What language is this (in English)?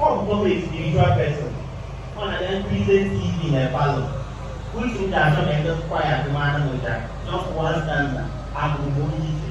Igbo